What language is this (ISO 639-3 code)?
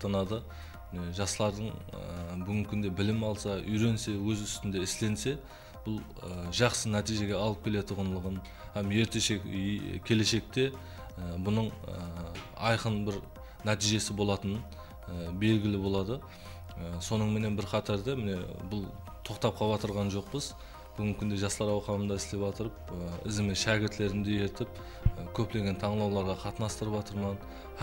kaa